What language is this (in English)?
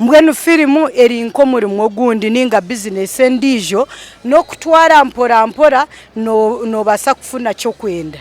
Nyankole